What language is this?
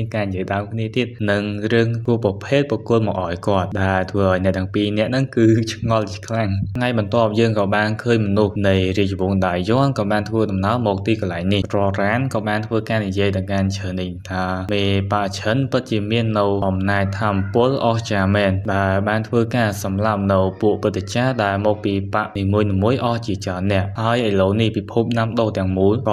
Khmer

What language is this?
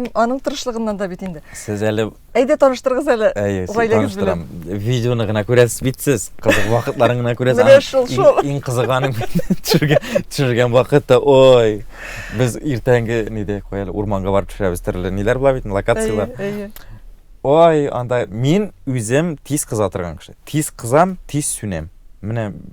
Tatar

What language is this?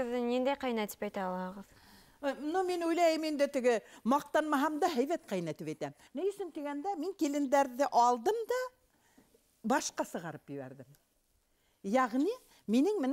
Bashkir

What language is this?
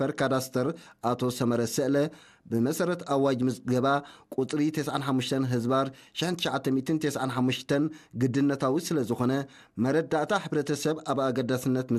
Tigrinya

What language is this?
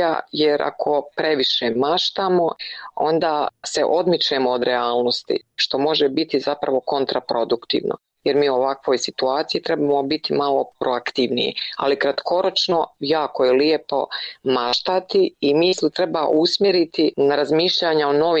Croatian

